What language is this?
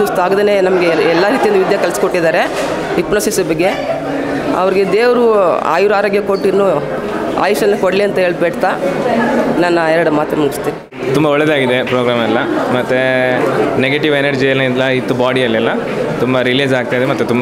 Kannada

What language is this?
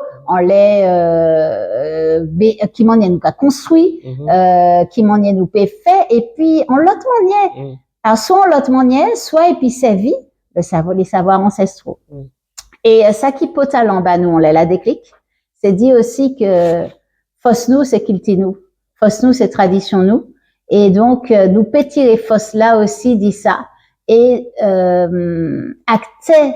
Guadeloupean Creole French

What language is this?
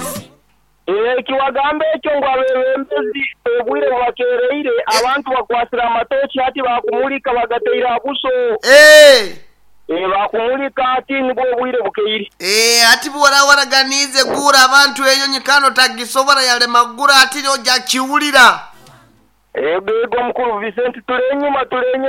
Nyoro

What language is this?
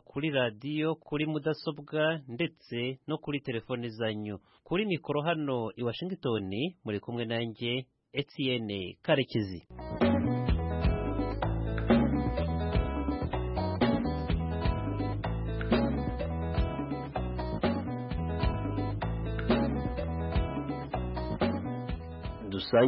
Kinyarwanda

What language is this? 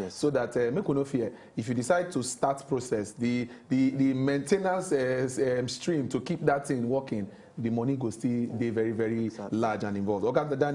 Nigerian Pidgin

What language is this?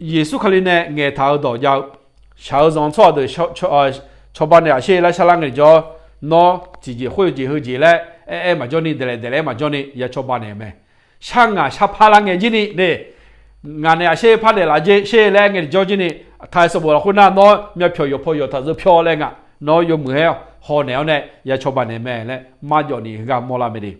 Akha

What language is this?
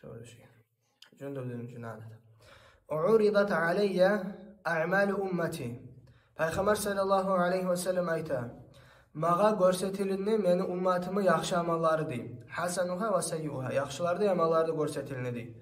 Kumyk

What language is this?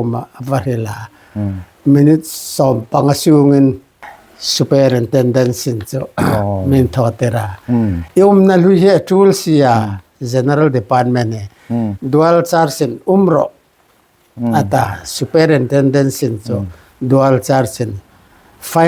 Hmar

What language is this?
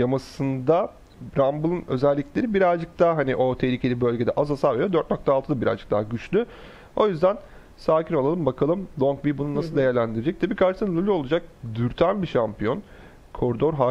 Turkish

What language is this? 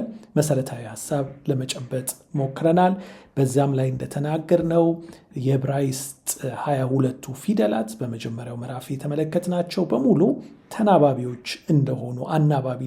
Amharic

